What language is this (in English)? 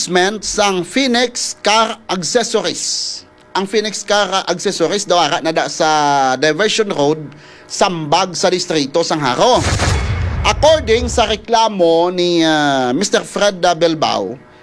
Hiligaynon